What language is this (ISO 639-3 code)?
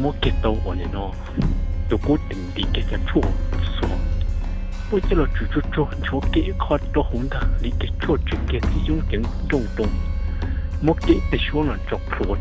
hmn